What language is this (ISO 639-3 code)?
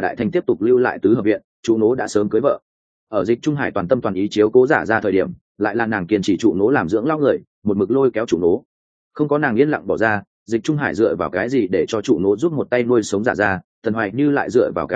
vie